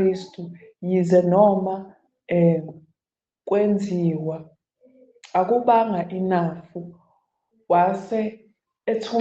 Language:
Zulu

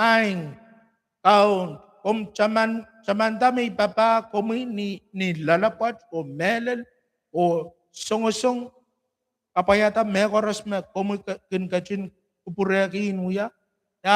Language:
Pohnpeian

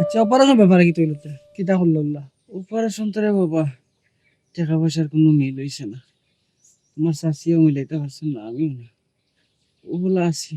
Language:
Sylheti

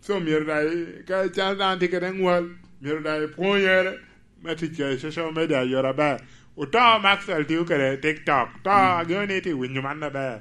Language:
Lango (Uganda)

